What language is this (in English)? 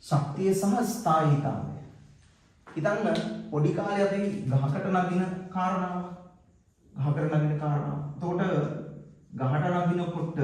Sinhala